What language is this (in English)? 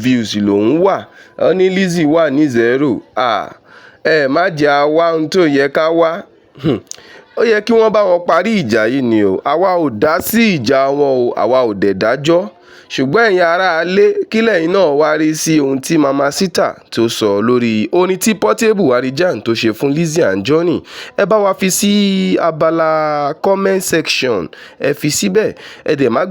Yoruba